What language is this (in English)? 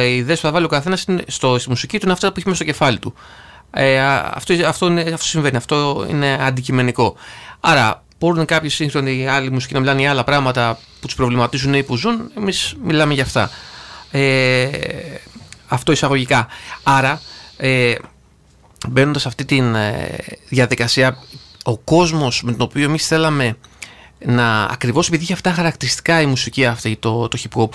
Greek